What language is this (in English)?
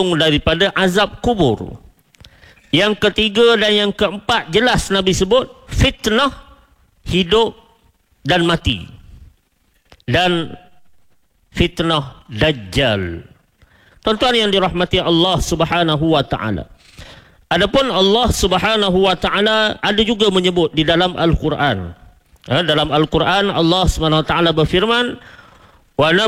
Malay